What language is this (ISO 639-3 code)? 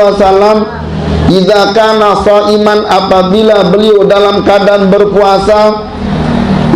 sas